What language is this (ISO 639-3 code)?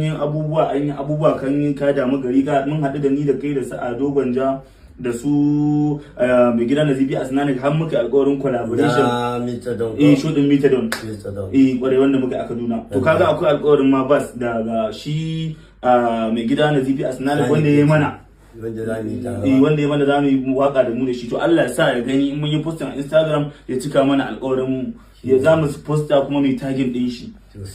hau